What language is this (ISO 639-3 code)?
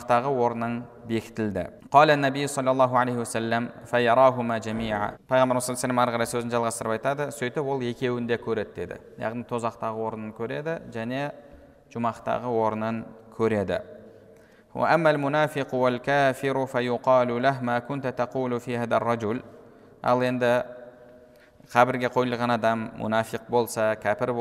kaz